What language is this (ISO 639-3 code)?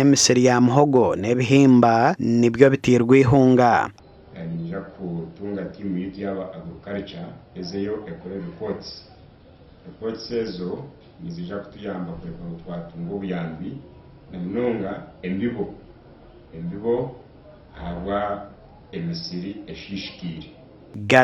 nyn